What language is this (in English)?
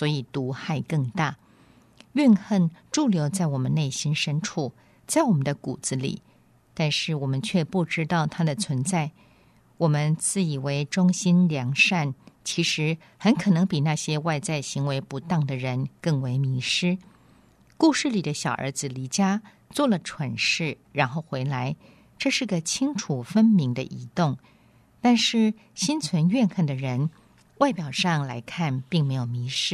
Chinese